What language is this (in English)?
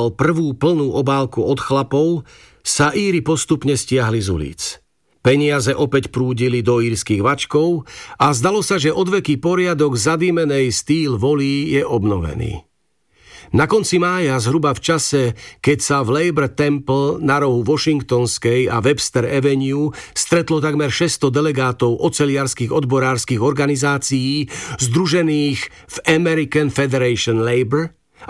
Slovak